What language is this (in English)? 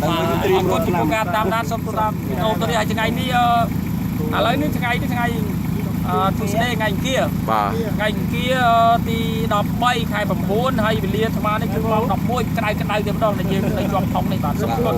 Khmer